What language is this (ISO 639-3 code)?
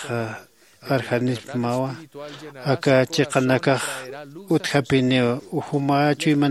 aym